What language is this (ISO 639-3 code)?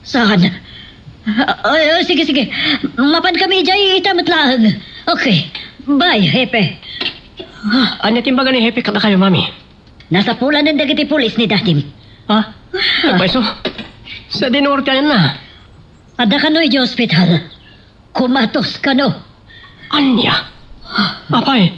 ilo